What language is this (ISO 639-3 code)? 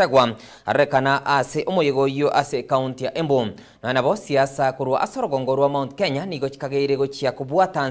guz